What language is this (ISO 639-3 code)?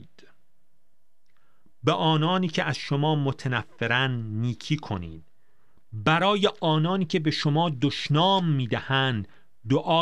fas